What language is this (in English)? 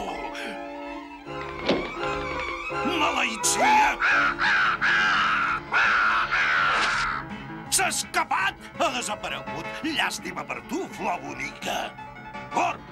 Catalan